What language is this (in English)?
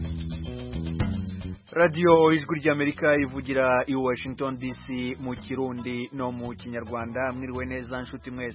Kinyarwanda